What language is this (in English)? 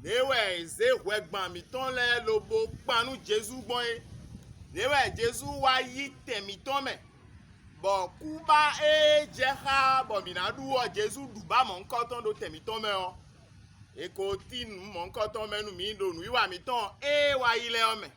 Fon